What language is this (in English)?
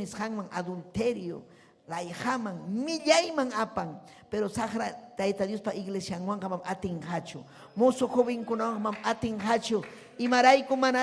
Ayacucho Quechua